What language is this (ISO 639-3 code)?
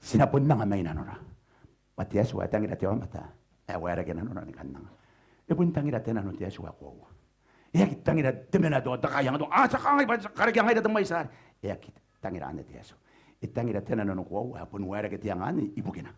gil